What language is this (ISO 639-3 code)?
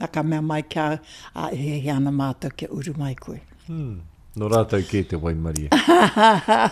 mri